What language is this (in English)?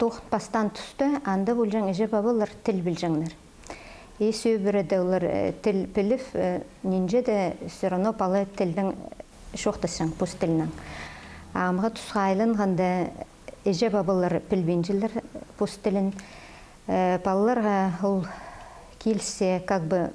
Khakas